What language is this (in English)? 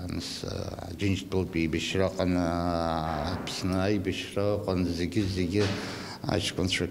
Abkhazian